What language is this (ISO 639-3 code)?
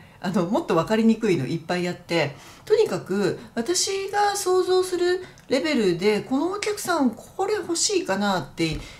jpn